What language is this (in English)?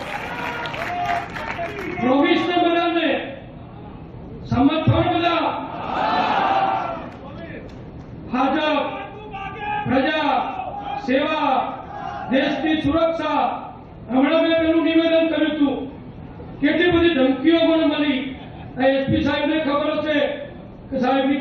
Gujarati